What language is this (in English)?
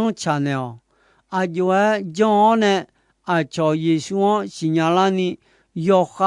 Akha